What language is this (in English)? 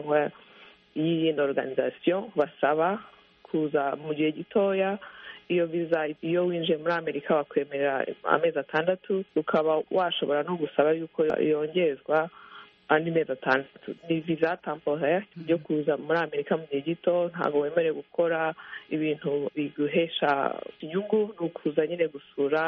Kinyarwanda